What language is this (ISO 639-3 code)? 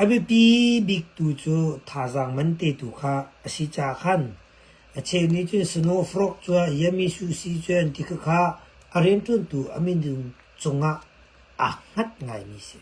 cnh